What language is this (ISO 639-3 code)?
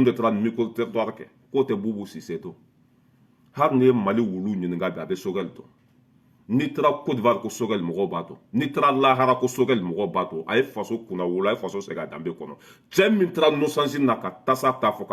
bam